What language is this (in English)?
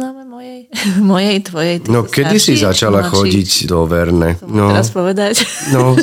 Slovak